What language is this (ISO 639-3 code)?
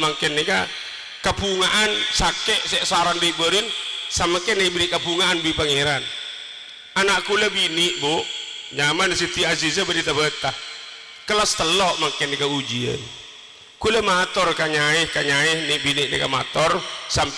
mad